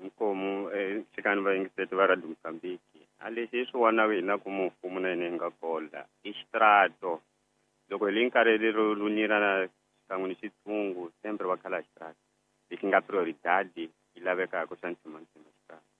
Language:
Tsonga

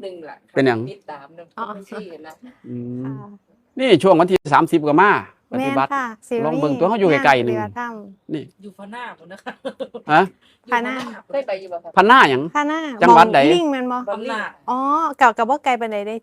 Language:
Northeastern Thai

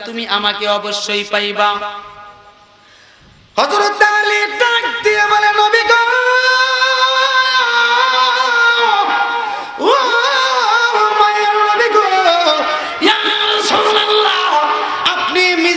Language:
Bangla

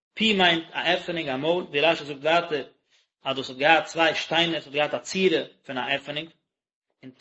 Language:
Yiddish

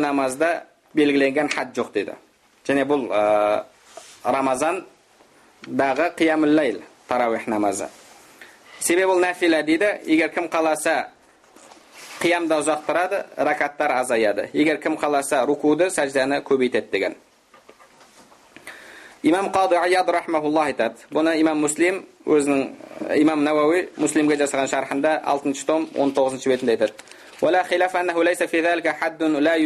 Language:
Kazakh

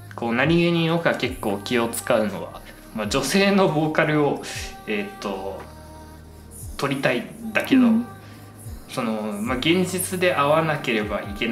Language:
Japanese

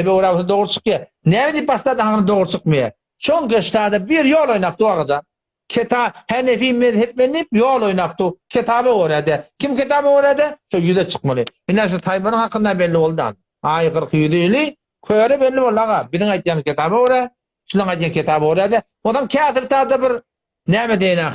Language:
Turkmen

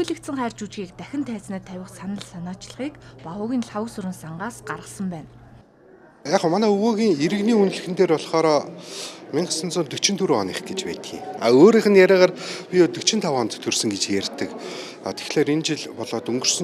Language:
Mongolian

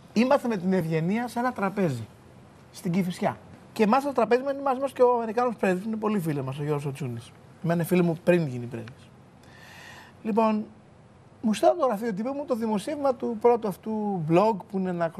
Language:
Greek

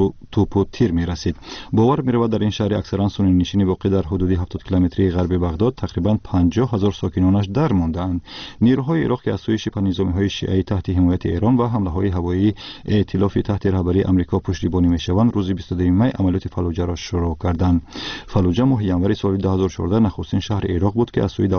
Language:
Tajik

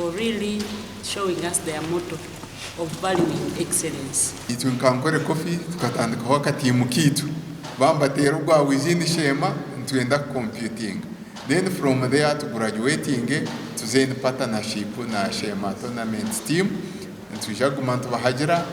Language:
Nyankole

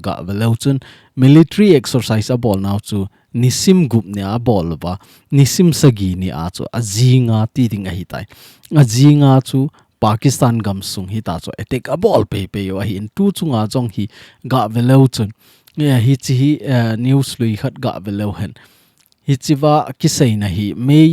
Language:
Thado Chin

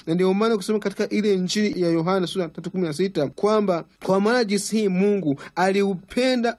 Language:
Swahili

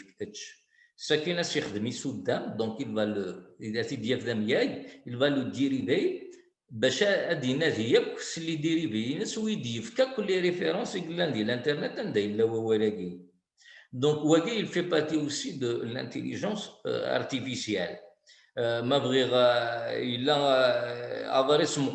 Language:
Kabyle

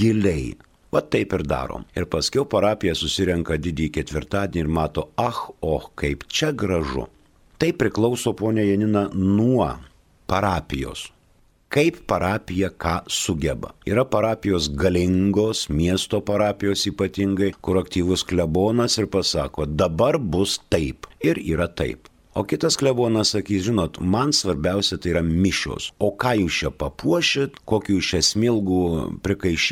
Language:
Lithuanian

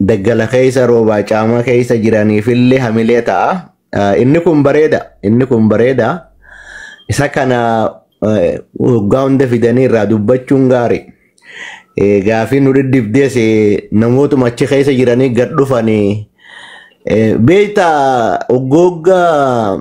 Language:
Oromo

